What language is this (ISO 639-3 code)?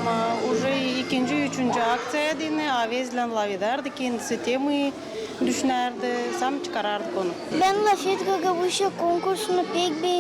gag